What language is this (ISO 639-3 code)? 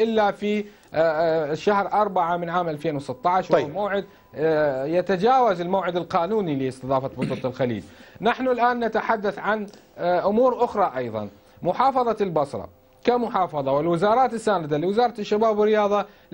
ara